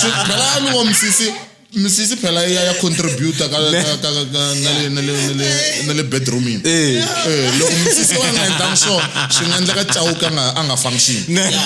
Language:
Tsonga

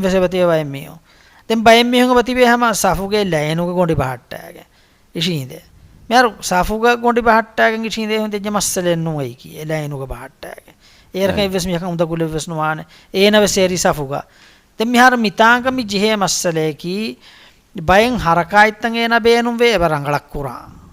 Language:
Divehi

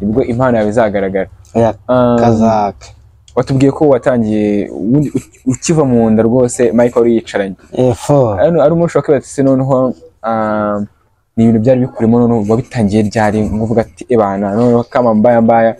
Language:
Kinyarwanda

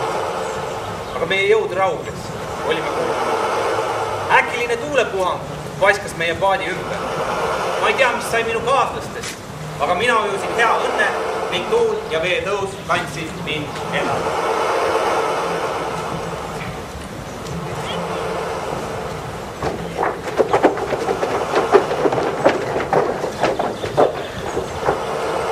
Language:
Estonian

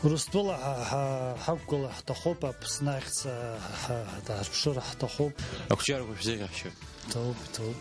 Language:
Abkhazian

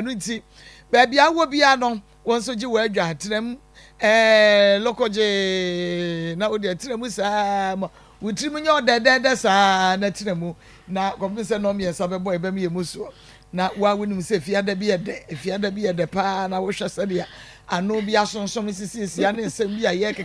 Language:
Akan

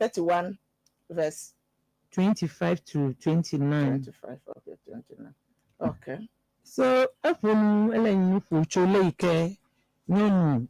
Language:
Ewe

